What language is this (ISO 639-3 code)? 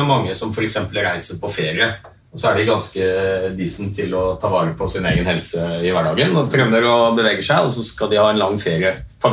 nor